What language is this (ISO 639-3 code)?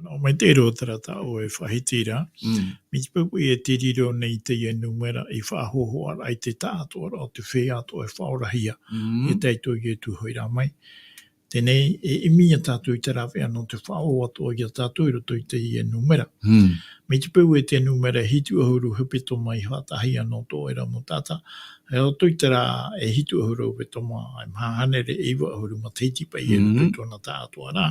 tah